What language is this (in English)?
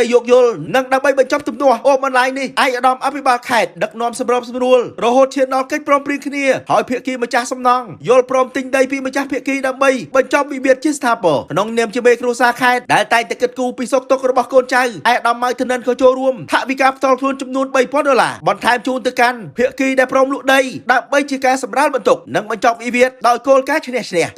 Khmer